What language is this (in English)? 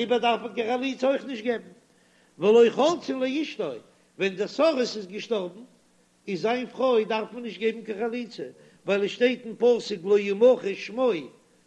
Yiddish